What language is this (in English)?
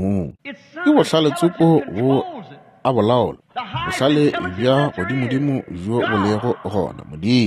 Northern Sotho